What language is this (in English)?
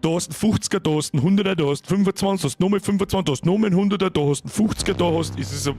Bavarian